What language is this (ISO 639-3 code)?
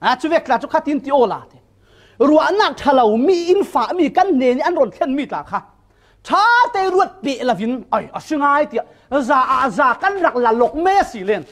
cfm